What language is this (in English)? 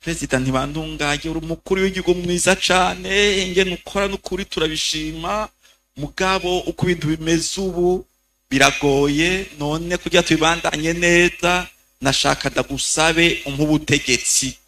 Rundi